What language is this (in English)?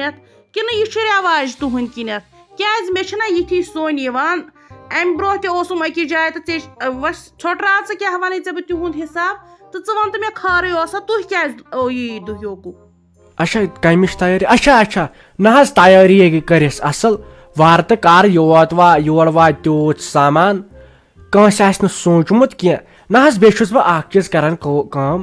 Kashmiri